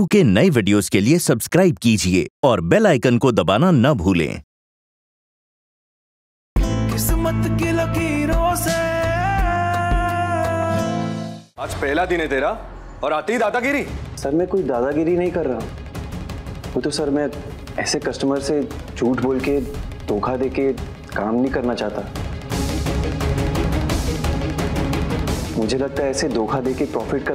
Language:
Hindi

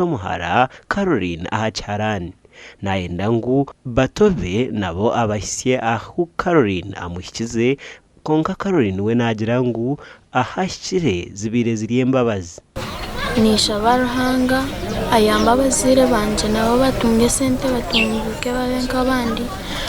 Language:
Nyankole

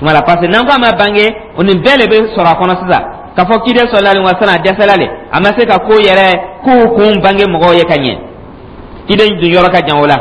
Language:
Dyula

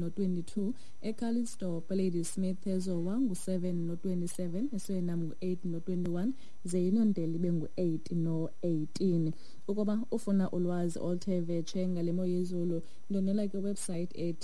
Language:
Xhosa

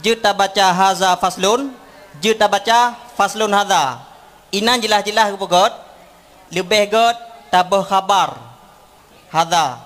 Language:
Achinese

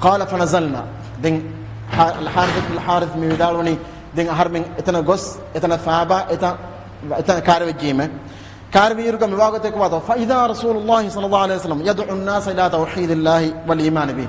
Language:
Divehi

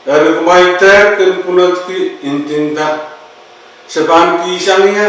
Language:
Pohnpeian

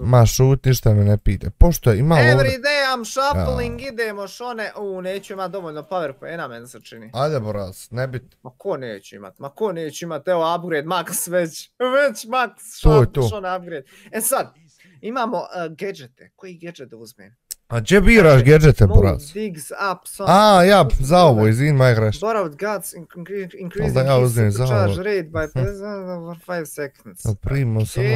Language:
Croatian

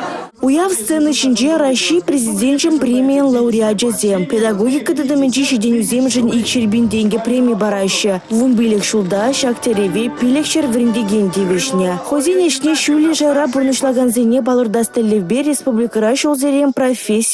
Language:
Chuvash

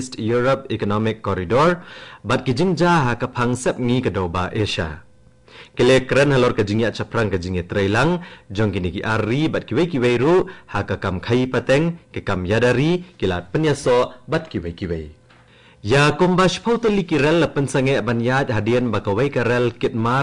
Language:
Khasi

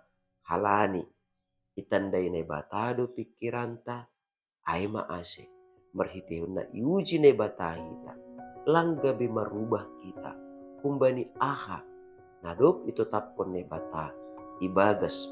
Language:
Batak Simalungun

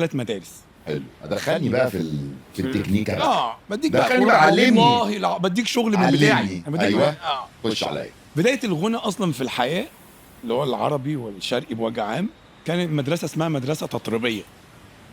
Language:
Egyptian Arabic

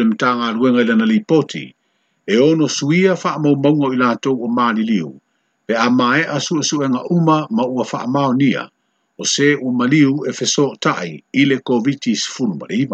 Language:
Samoan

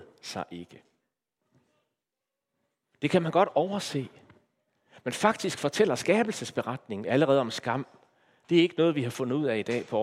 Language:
Danish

